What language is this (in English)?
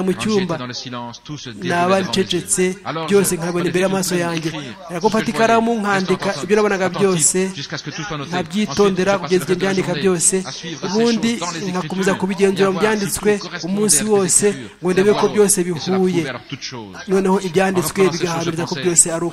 Kinyarwanda